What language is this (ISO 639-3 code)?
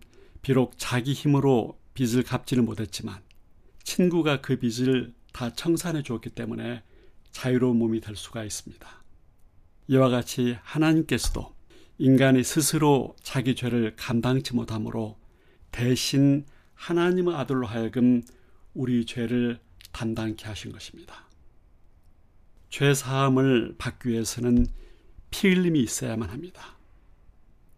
kor